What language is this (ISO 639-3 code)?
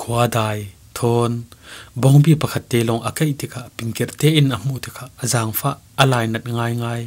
cfm